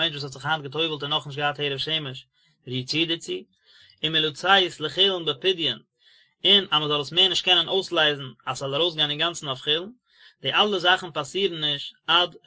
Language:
Yiddish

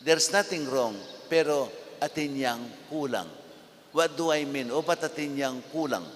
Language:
Pampanga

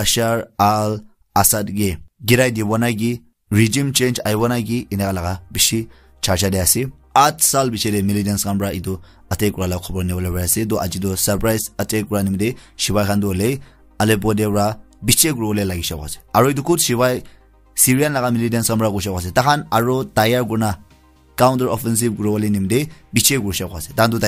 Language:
Naga Pidgin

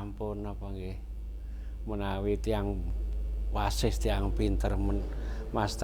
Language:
Javanese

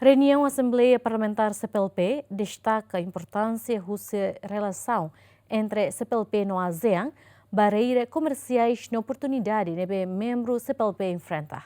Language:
Tetum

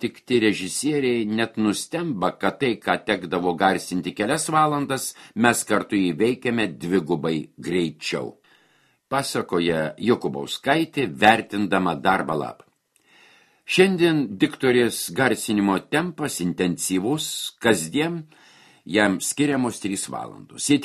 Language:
Lithuanian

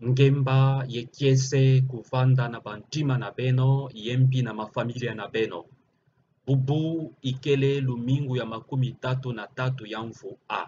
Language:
Kituba (Democratic Republic of Congo)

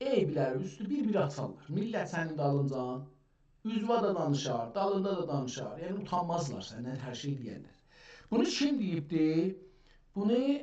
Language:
South Azerbaijani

